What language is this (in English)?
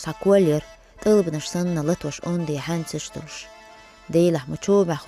Chechen